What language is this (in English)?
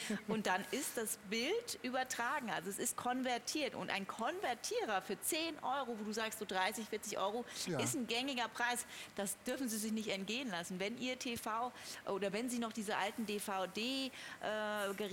German